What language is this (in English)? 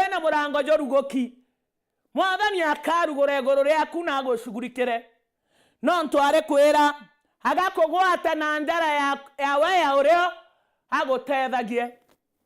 Meru